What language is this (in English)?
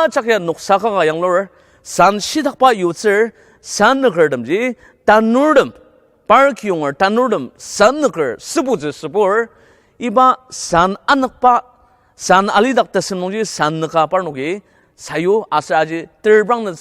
Ao Naga